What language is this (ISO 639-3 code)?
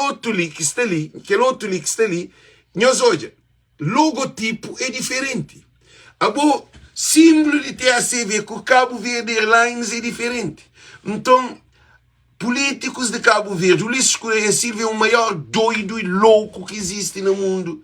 kea